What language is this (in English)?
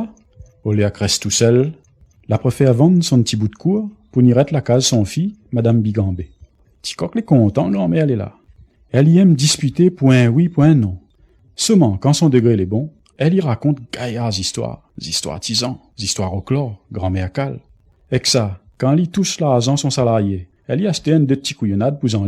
Réunion Creole French